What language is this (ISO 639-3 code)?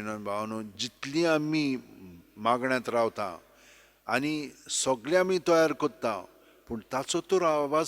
kok